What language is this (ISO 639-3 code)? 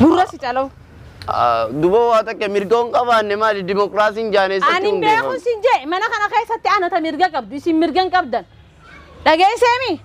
orm